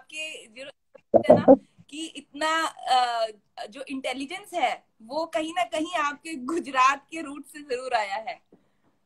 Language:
Hindi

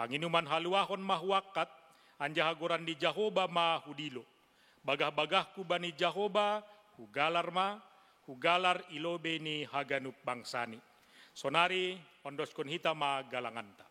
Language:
Batak Simalungun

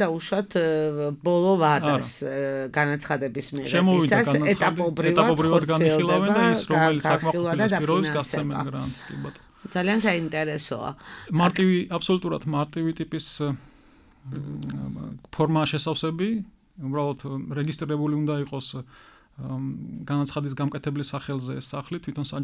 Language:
Georgian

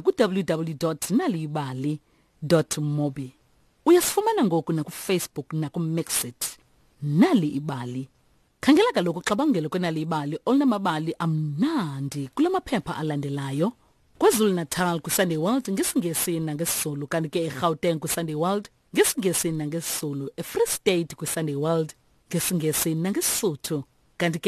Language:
Xhosa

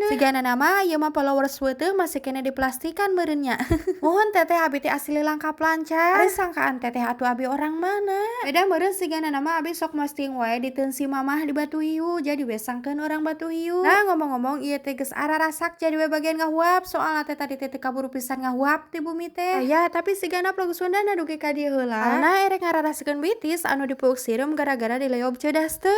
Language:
Sundanese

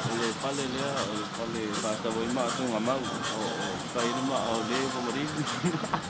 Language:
Samoan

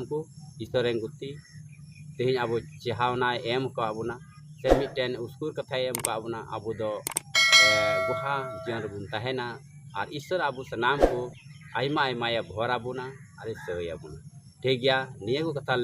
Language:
Santali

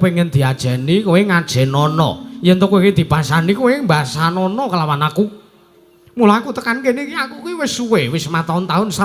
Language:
Javanese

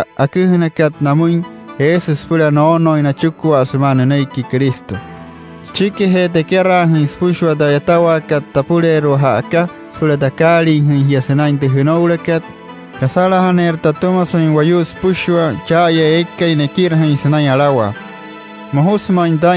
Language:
Wayuu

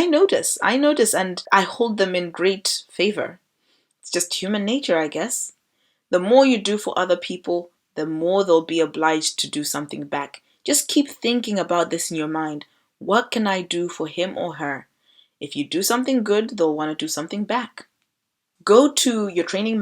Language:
English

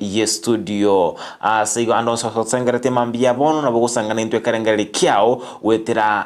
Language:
Gusii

